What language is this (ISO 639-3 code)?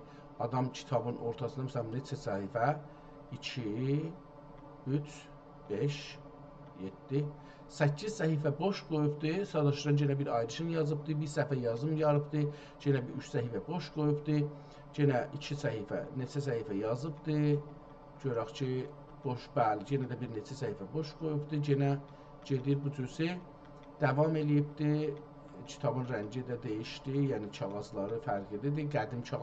azb